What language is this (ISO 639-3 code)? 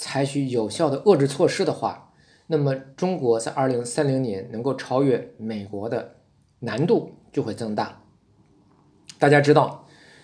zho